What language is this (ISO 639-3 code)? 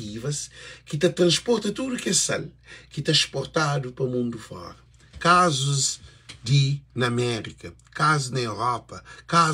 kea